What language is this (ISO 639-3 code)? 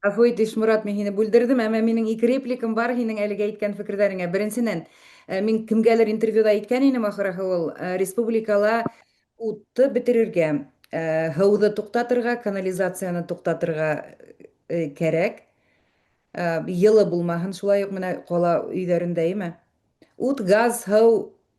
bak